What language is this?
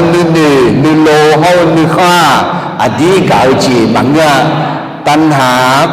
Akha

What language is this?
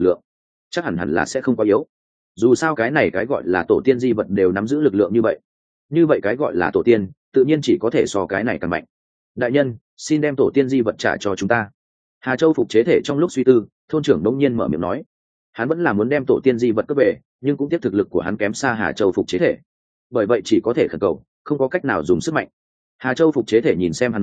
Vietnamese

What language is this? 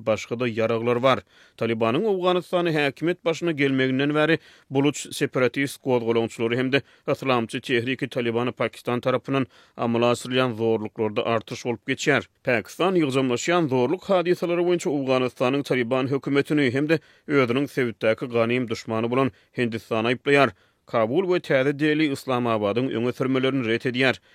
Turkmen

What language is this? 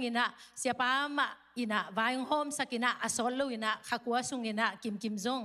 Tedim Chin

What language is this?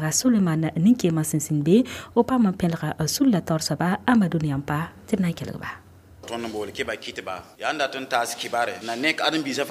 Mossi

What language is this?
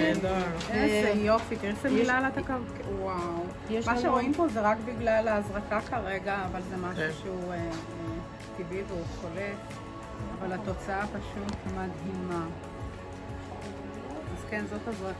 Hebrew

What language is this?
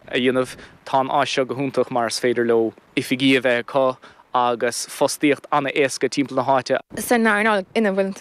Irish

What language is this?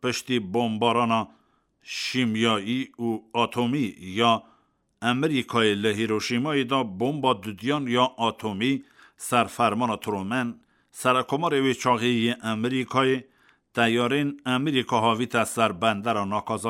Kurdish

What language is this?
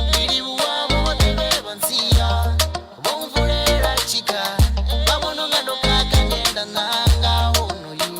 Venda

